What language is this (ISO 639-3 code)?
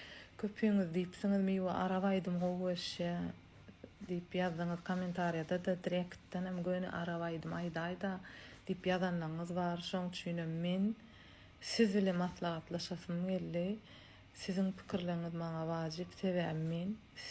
tuk